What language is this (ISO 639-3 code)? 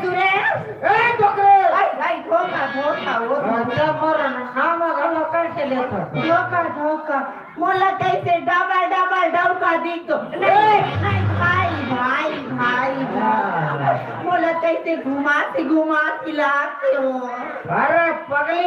hne